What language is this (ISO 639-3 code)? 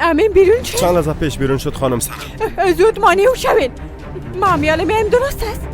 fas